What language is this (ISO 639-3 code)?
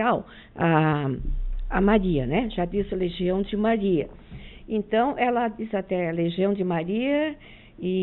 por